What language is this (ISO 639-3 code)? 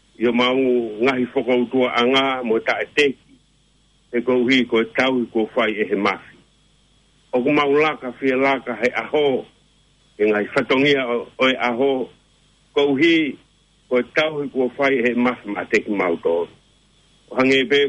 ton